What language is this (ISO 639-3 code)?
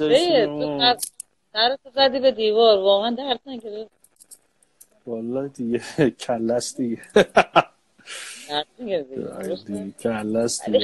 fas